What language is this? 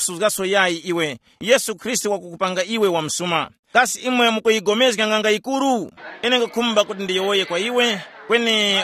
Tumbuka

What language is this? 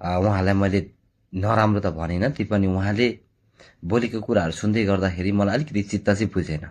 Nepali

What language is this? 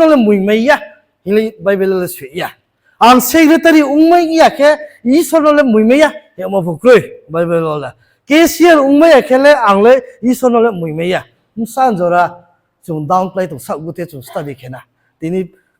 Riang (India)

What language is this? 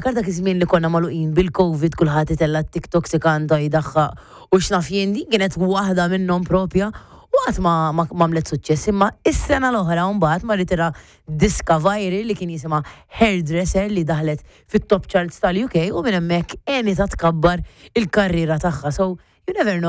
Maltese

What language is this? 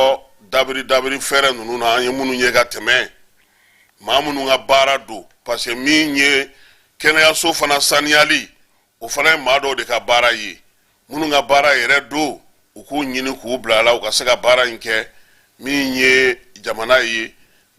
Bambara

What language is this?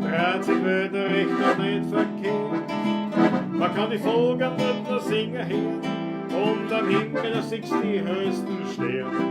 Bavarian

